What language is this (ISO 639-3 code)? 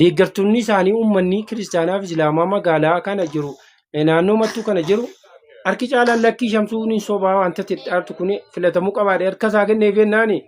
orm